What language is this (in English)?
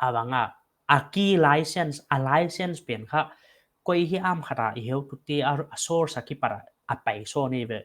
Paite Chin